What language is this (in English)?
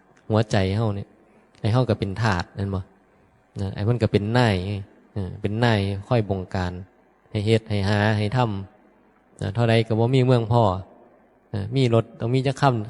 Northeastern Thai